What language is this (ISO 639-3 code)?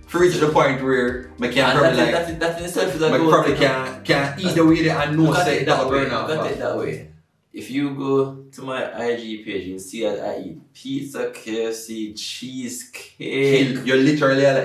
jam